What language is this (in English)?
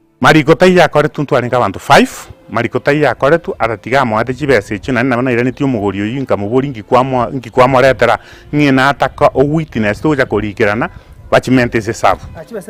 Gusii